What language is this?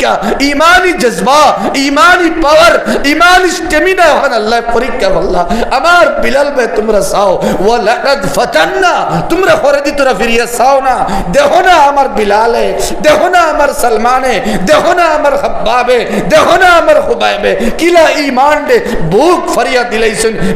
Sylheti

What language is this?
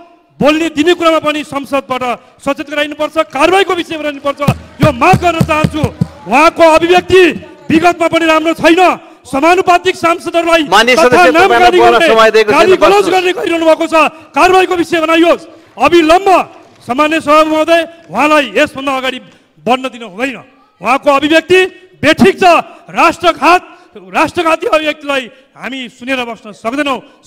Nepali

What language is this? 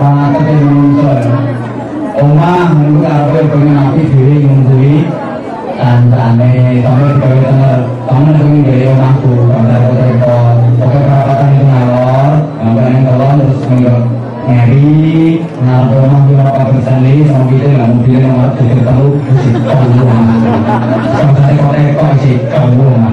Javanese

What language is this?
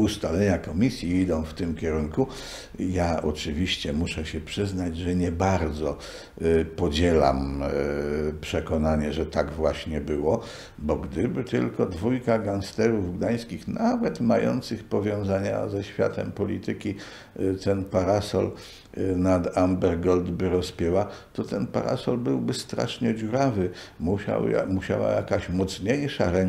Polish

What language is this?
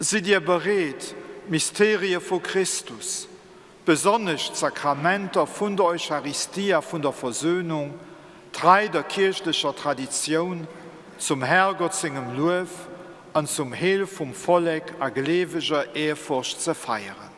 Luxembourgish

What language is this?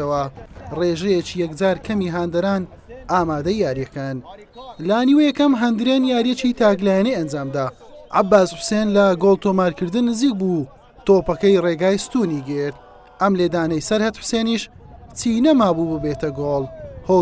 Central Kurdish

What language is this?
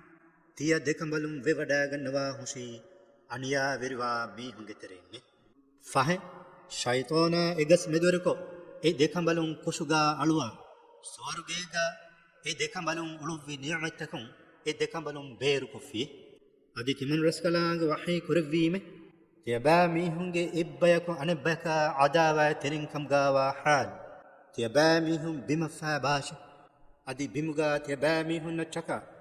Divehi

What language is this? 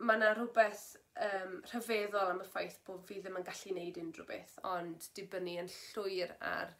Welsh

